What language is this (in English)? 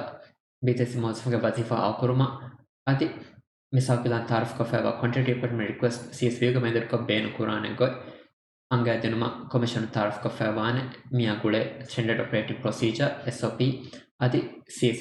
Divehi